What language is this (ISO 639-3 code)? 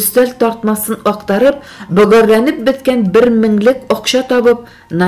tat